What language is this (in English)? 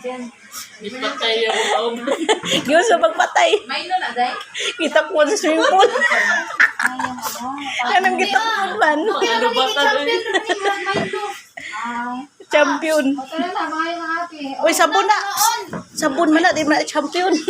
Cebuano